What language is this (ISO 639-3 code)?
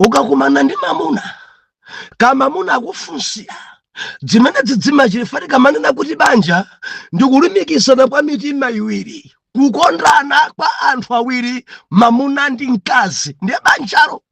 nya